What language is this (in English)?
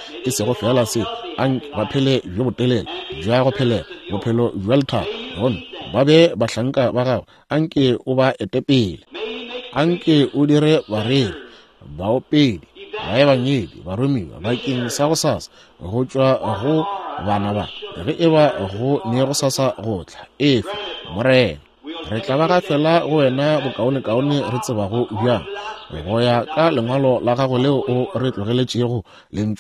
Northern Sotho